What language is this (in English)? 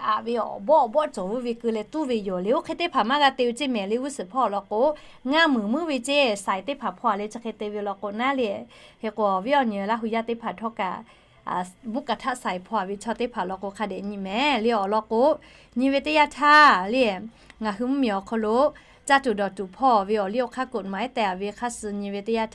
Lahu